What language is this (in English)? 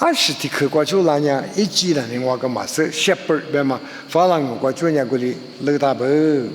Lisu